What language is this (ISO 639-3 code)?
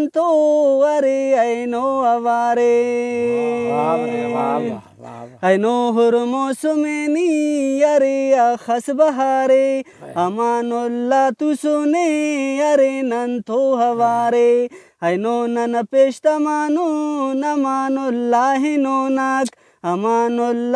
brh